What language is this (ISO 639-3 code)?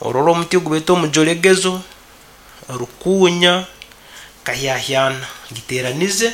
nyn